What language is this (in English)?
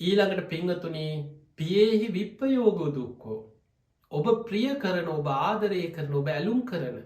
Sinhala